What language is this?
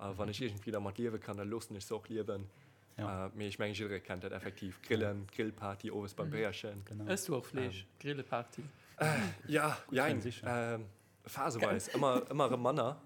Luxembourgish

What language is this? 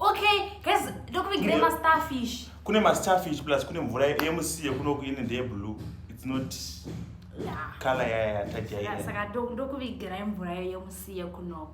Shona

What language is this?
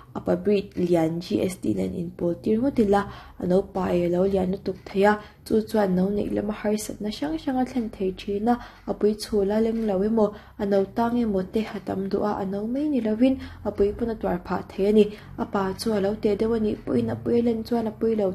Mizo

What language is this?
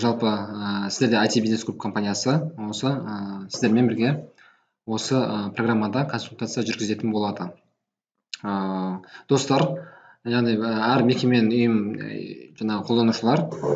Kazakh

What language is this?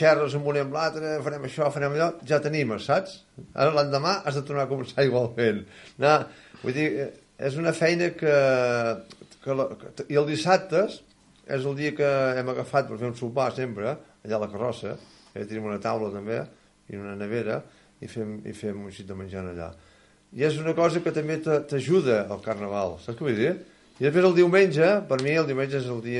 Catalan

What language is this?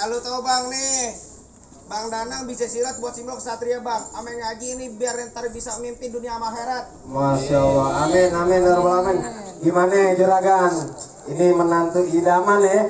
Betawi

